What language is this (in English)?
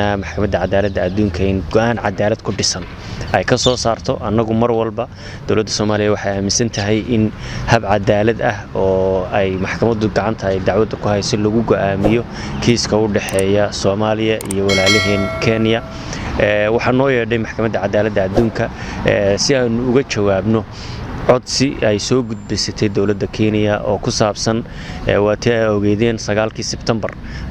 Somali